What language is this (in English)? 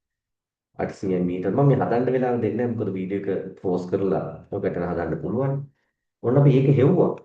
Sinhala